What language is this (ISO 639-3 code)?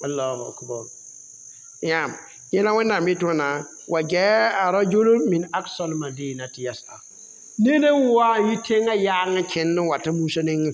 mos